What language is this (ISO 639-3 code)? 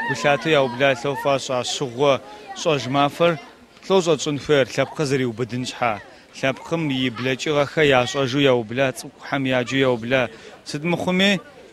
ady